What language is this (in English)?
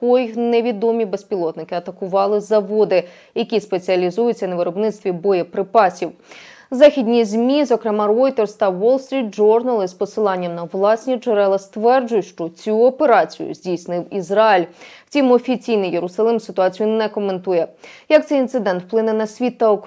Ukrainian